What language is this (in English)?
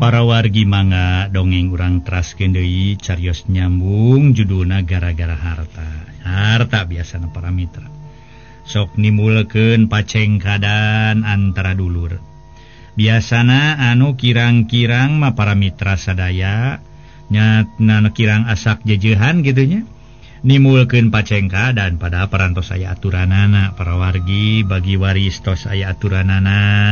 Sundanese